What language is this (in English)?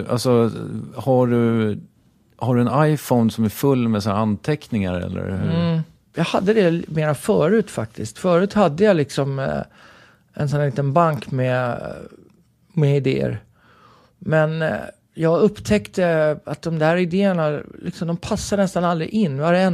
Swedish